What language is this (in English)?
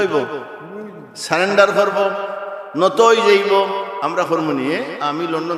Sylheti